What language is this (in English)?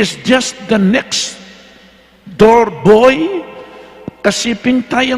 Pampanga